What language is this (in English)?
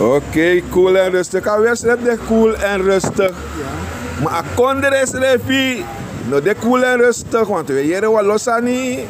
Sranan Tongo